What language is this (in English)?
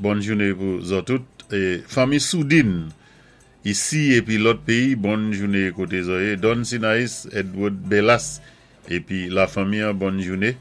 Saint Lucian Creole French